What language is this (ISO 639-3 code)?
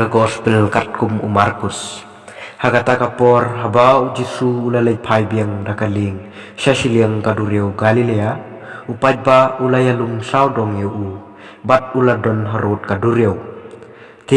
kha